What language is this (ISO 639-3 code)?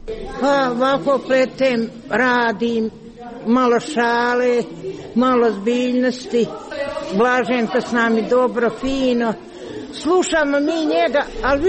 hrv